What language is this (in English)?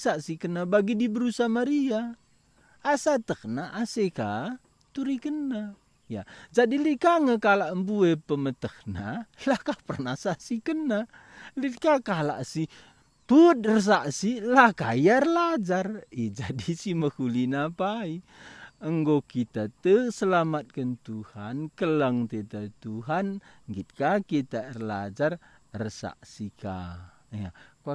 Batak Karo